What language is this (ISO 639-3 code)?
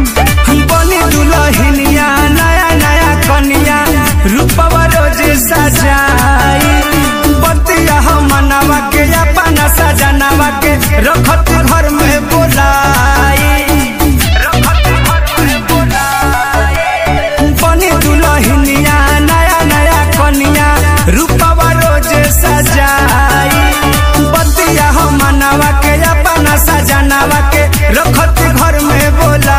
bho